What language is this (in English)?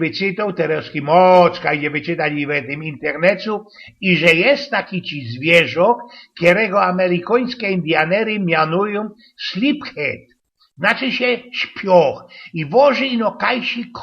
Silesian